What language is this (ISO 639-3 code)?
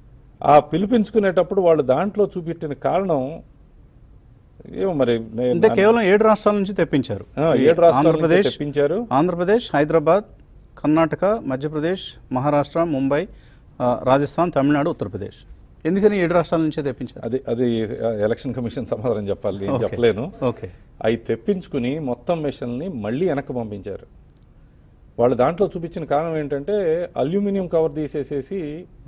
tel